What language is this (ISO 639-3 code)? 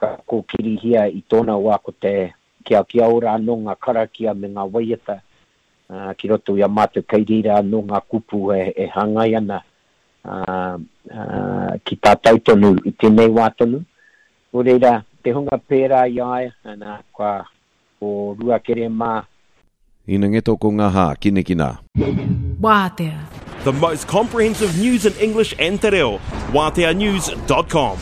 mri